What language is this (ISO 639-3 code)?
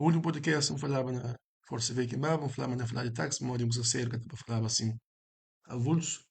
kea